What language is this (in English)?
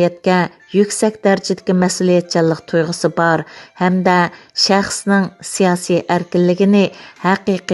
Uyghur